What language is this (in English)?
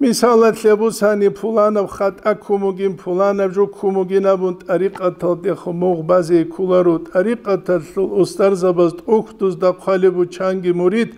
Avaric